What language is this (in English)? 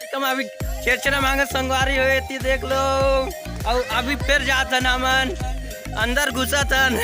Chhattisgarhi